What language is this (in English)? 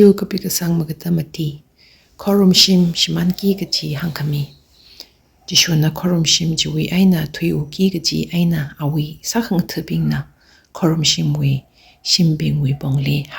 Tangkhul Naga (India)